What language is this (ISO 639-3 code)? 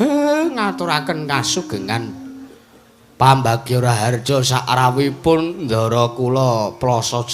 jav